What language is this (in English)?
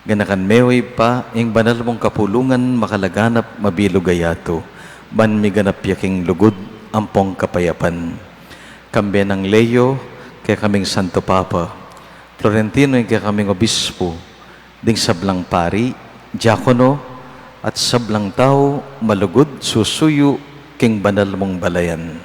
Pampanga